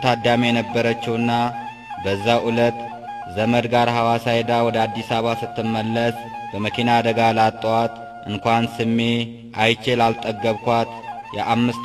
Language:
Amharic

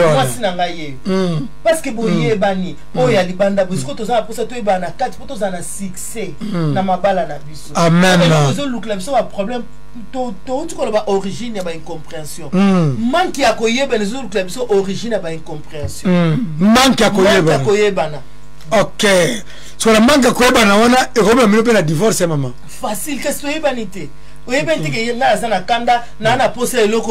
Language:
Lingala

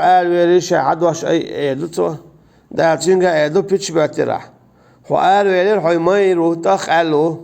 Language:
Chechen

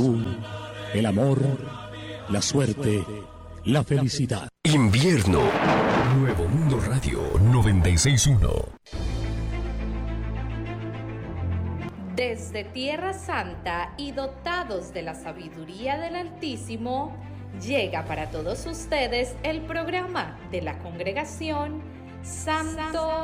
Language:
Spanish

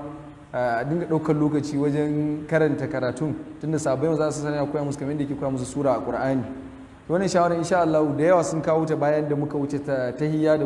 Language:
Hausa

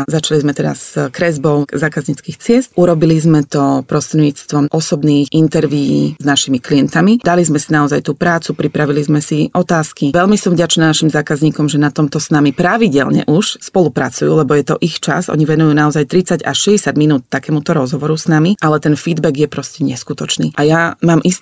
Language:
Slovak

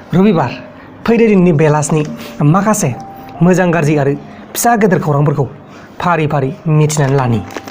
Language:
Bodo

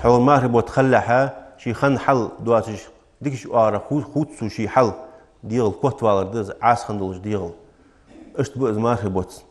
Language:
Ingush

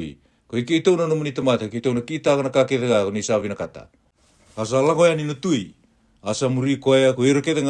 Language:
Fijian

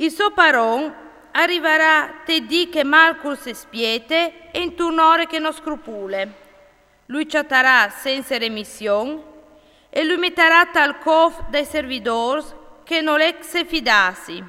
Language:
Friulian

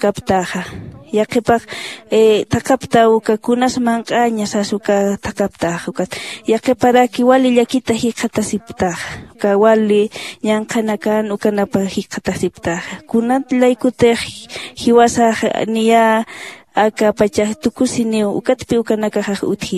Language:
Aymara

